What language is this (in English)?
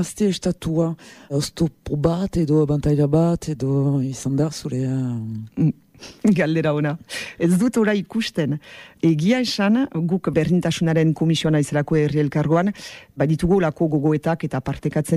Basque